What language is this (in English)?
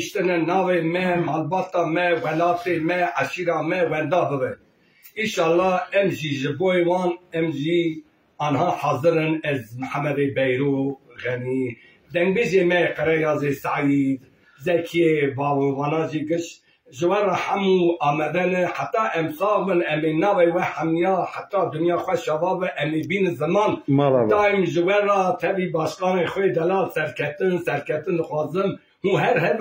Kurdish